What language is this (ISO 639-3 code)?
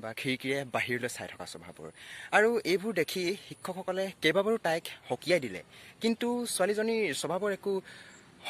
asm